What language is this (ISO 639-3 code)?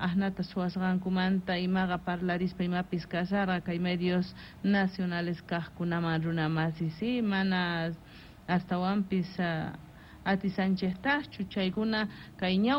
que